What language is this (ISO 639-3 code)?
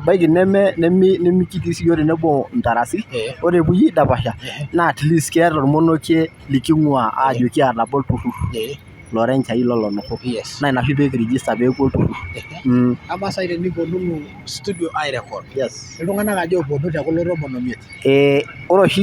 mas